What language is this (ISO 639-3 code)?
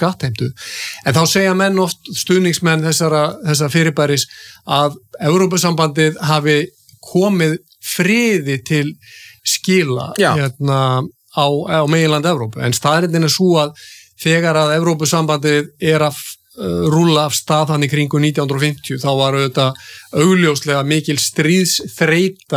isl